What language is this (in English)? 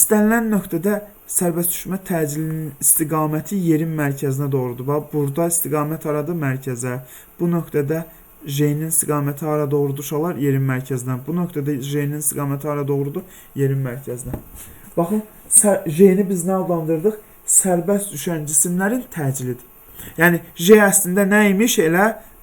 Azerbaijani